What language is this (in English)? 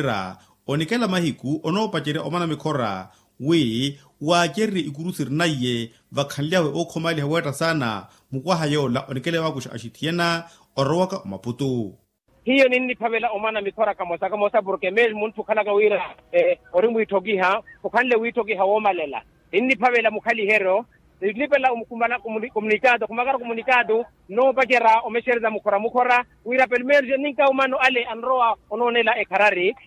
Makhuwa